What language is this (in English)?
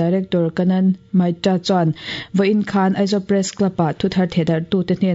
Mizo